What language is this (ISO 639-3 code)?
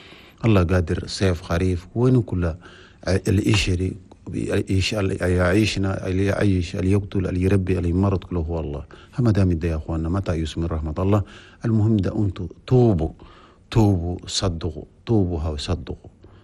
shu